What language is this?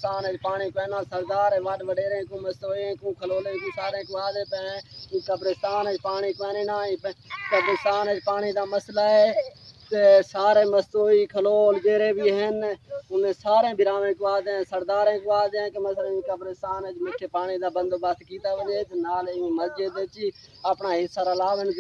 Saraiki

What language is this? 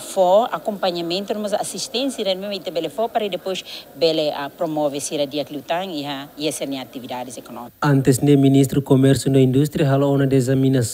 Tetum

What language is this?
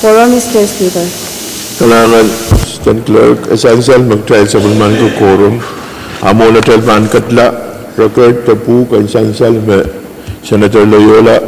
Pohnpeian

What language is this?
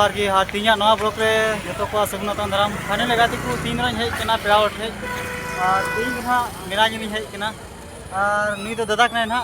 Santali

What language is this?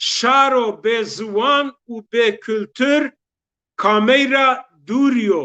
Zaza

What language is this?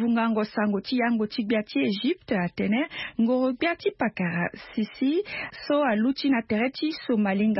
Sango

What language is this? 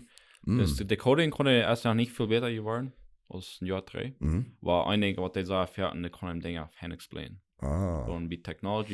Plautdietsch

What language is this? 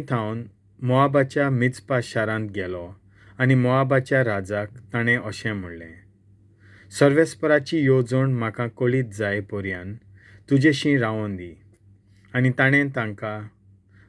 Konkani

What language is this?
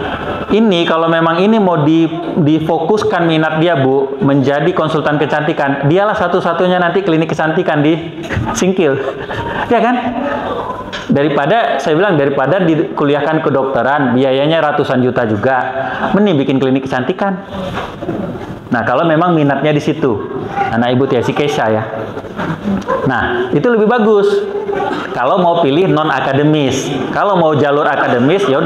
Indonesian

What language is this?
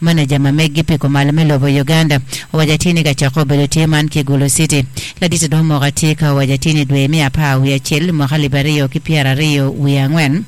Acoli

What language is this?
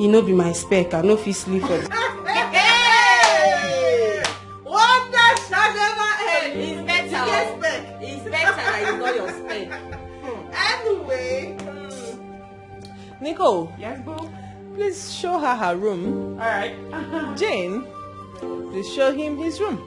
Nigerian Pidgin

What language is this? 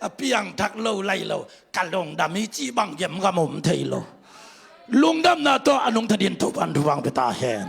Tedim Chin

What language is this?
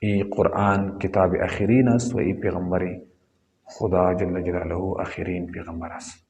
Pashto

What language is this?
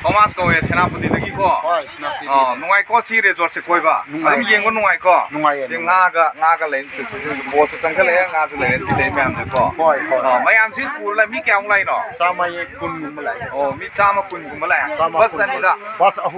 Manipuri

